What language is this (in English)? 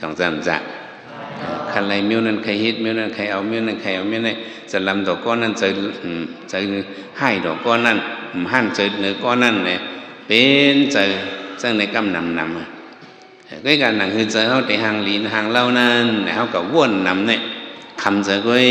Shan